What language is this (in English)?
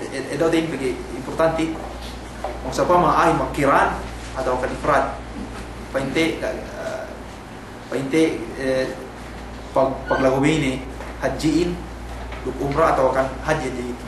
Yakan